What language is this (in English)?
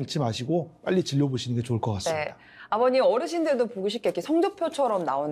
Korean